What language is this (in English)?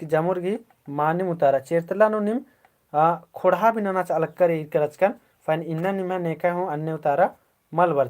Kurukh